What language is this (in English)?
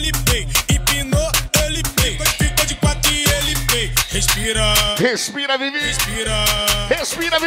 Portuguese